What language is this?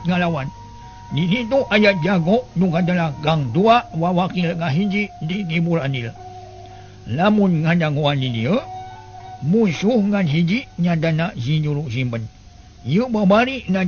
Sundanese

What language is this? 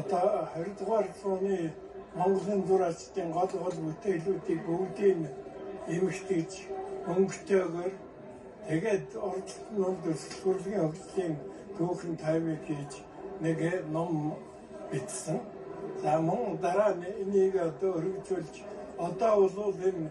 Mongolian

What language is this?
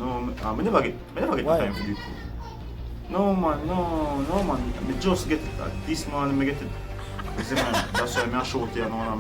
Jamaican Creole English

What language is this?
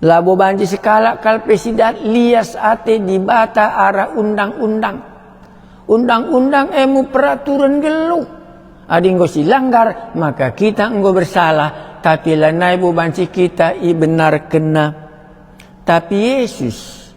Batak Karo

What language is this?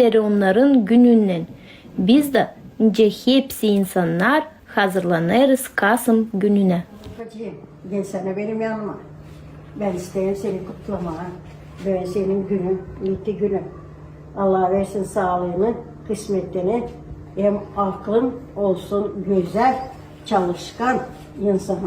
Gagauz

